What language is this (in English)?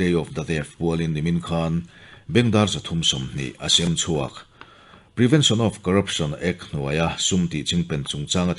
Mizo